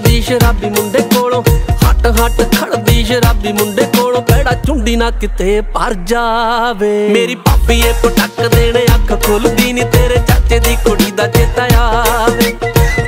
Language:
Punjabi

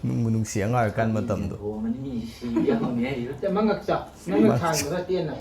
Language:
Manipuri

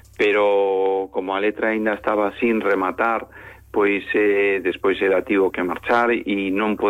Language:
Galician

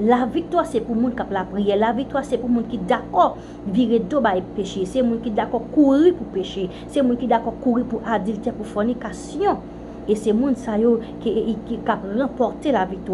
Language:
Haitian Creole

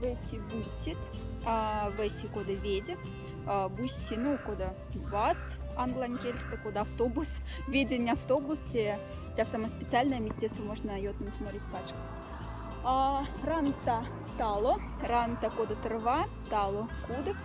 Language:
Moksha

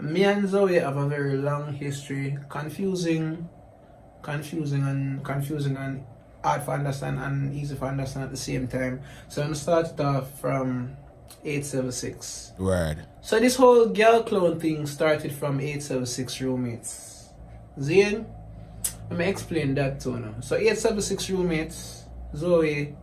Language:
Jamaican Creole English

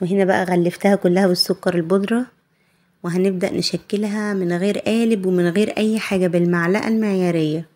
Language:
Egyptian Arabic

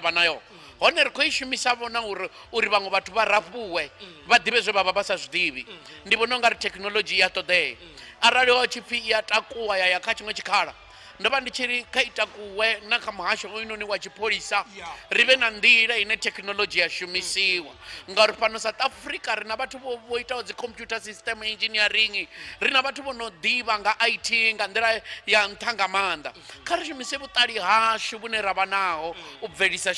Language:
Venda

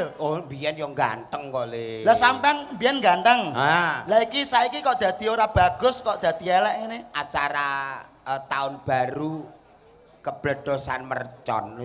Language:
Javanese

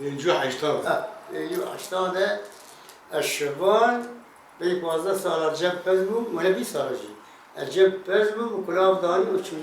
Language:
Kurdish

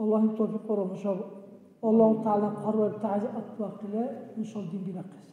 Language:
Dargwa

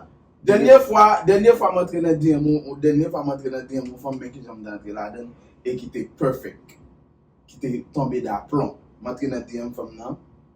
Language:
Haitian Creole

